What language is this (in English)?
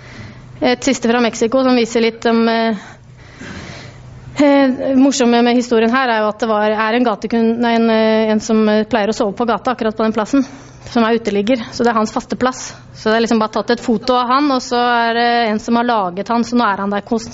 Norwegian